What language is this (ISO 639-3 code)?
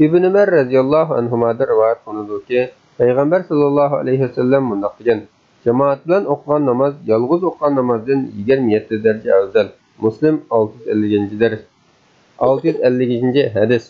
uig